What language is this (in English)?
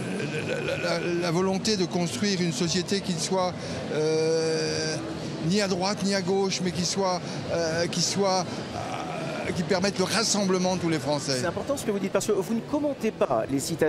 French